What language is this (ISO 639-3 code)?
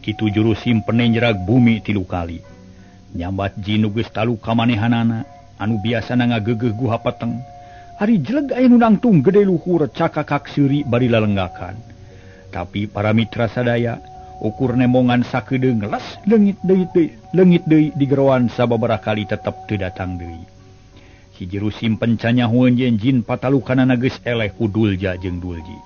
sun